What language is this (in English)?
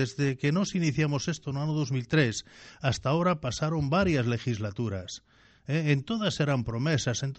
Galician